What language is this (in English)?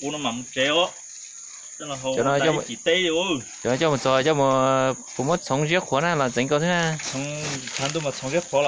Hmong